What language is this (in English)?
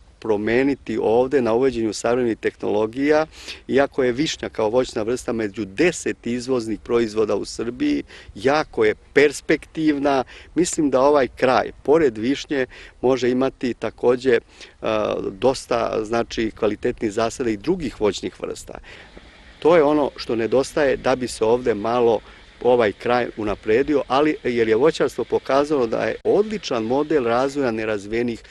Serbian